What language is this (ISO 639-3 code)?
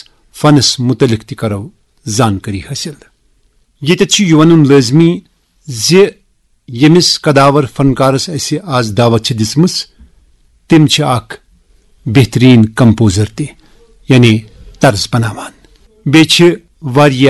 kas